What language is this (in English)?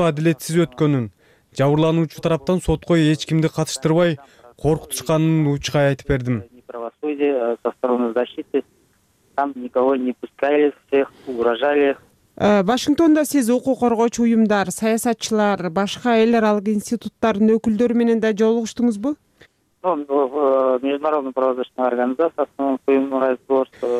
Kyrgyz